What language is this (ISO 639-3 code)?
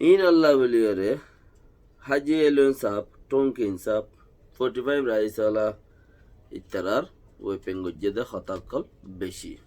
rhg